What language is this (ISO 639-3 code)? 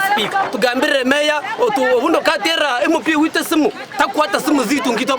nyn